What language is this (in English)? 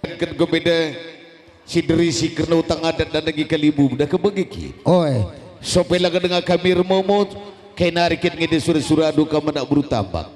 Batak Karo